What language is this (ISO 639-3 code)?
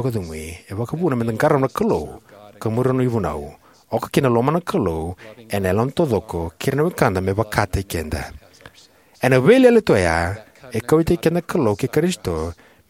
fij